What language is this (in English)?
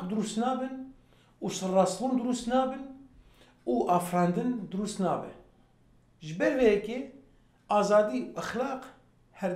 Kurdish